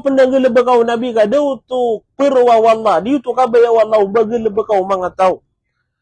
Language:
Maranao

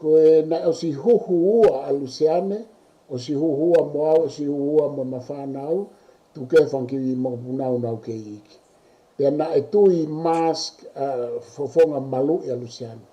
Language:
Tongan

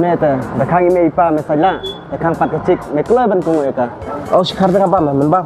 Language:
Khasi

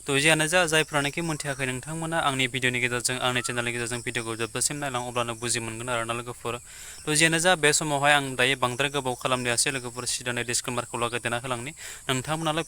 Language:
Bodo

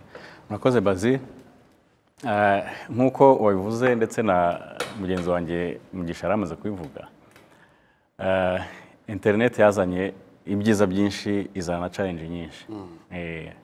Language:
Kinyarwanda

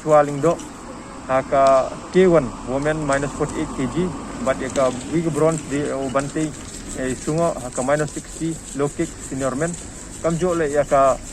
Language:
Pnar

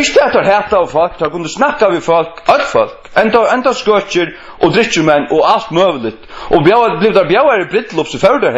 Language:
Faroese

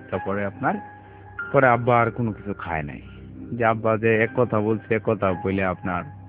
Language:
Bangla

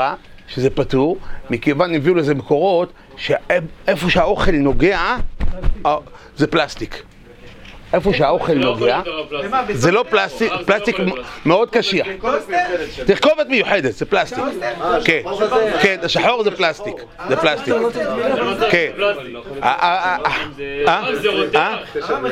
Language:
Hebrew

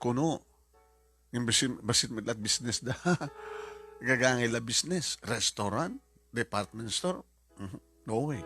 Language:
Iloko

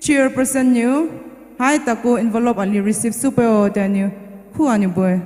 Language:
Poumei Naga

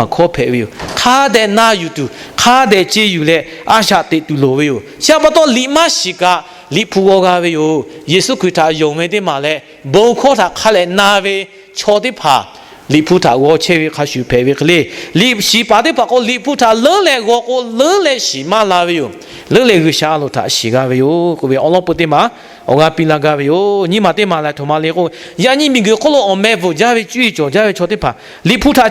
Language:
Lahu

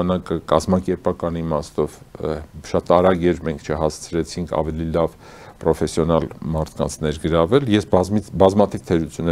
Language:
Armenian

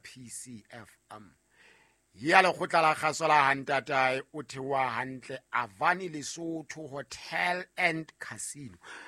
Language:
Southern Sotho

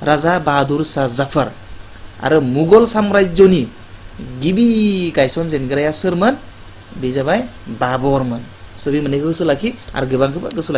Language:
Bodo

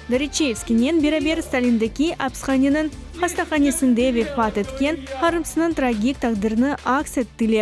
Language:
Crimean Tatar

